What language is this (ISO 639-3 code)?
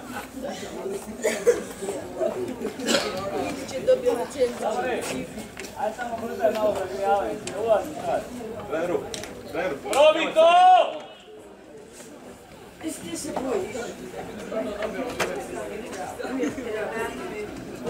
hrv